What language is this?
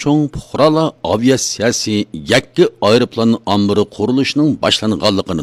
Uyghur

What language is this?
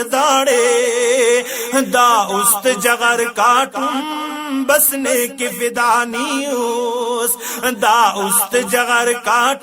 Brahui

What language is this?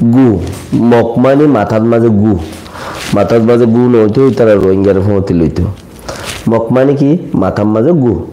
Rohingya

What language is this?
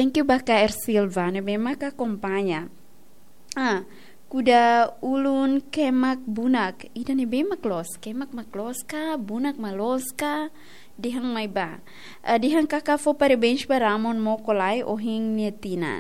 Tetum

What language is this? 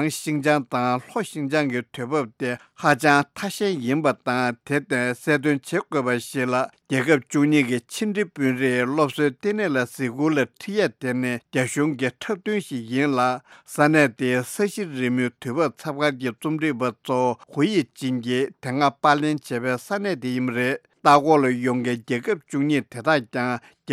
Tibetan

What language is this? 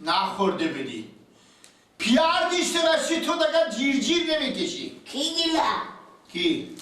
Persian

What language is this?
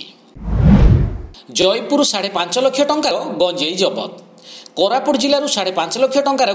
Odia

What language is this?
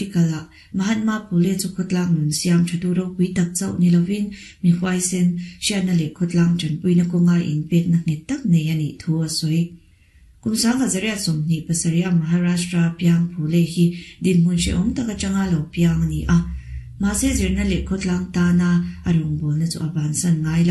Mizo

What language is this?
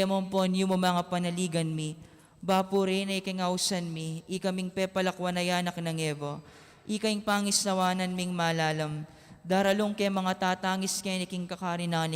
Pampanga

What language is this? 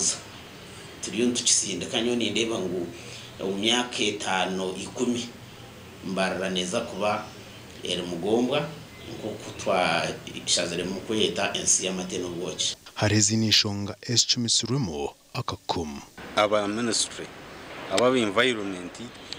Nyankole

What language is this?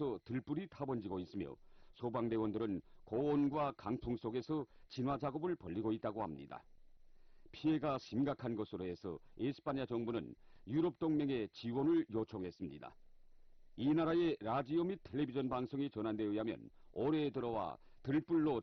Korean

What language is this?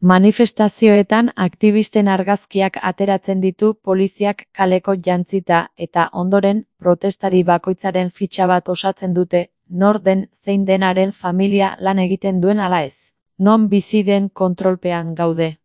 Basque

